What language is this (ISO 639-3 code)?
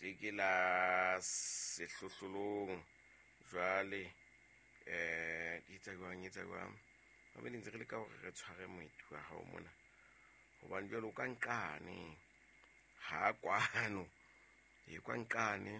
sot